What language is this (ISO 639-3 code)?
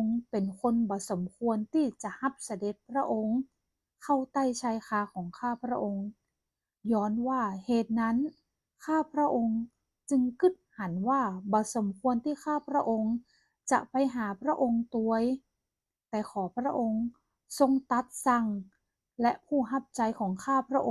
nod